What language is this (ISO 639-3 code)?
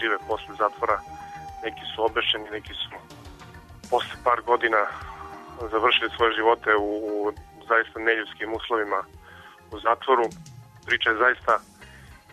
srp